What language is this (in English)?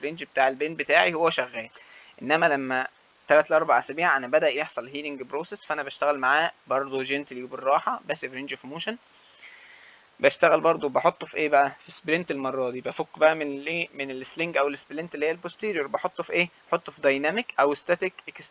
Egyptian Arabic